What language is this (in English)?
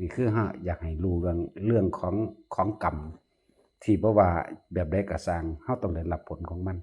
Northeastern Thai